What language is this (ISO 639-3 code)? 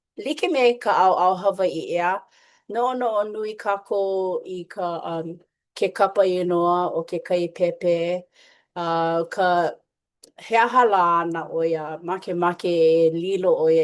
haw